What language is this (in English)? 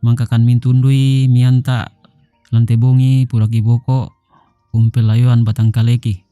Toraja-Sa'dan